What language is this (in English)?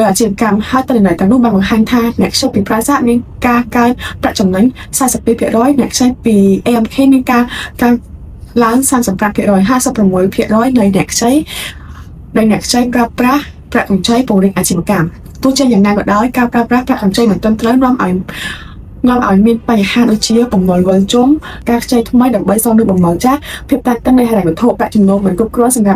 Khmer